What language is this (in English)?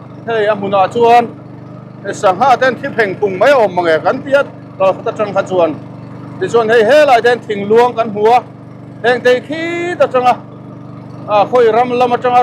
Mizo